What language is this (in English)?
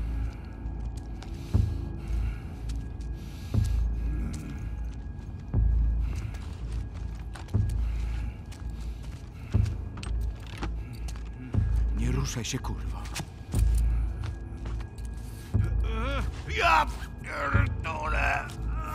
Polish